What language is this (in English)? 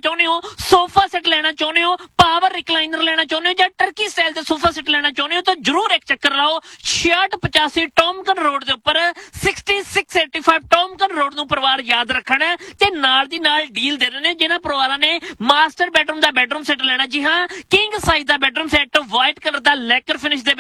Punjabi